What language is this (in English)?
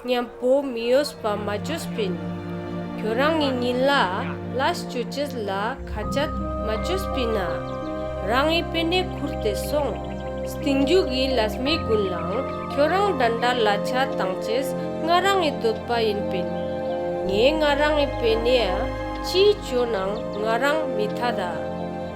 Ladakhi